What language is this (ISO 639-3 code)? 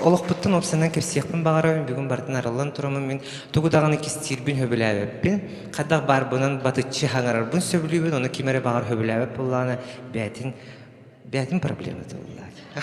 sah